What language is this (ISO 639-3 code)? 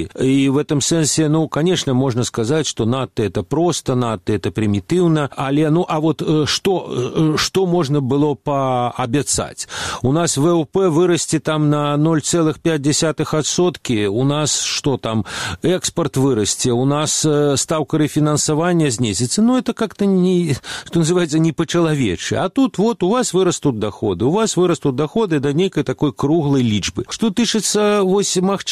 bel